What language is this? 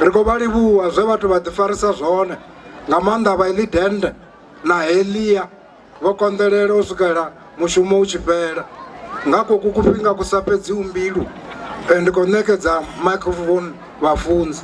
Venda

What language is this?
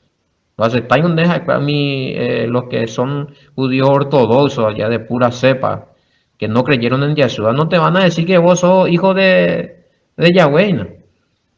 Guarani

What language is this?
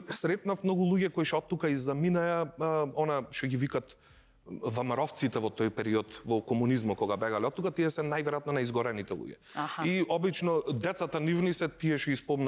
Macedonian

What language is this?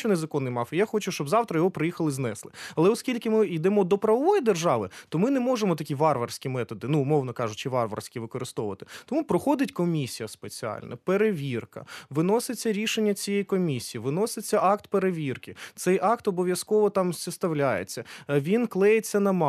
Ukrainian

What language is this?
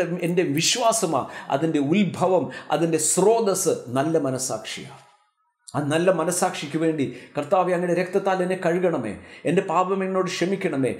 Malayalam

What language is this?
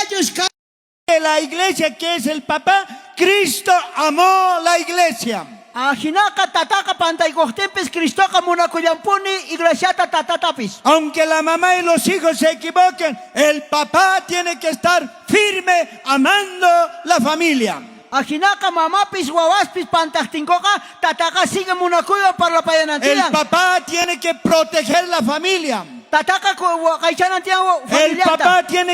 South Bolivian Quechua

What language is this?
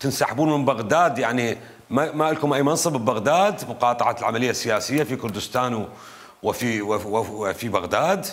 Mesopotamian Arabic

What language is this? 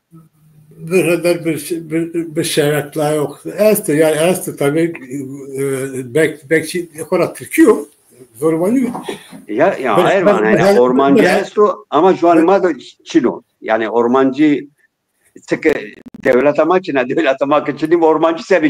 Zaza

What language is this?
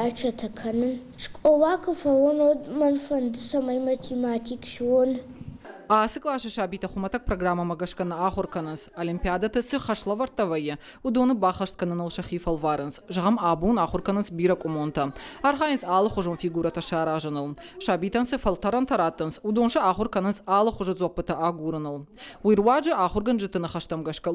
Ossetic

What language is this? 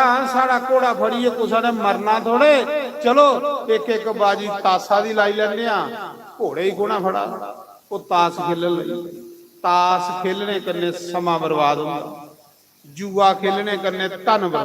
Dogri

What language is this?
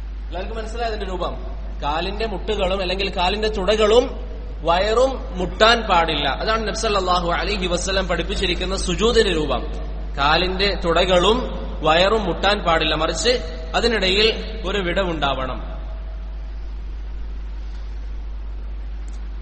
Malayalam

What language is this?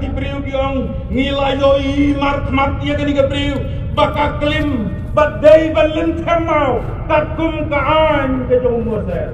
Khasi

